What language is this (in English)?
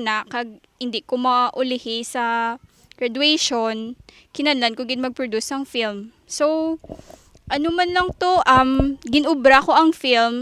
Hiligaynon